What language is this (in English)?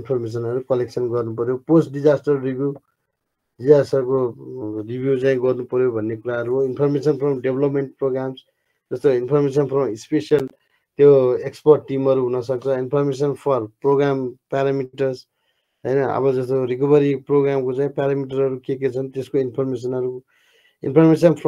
Nepali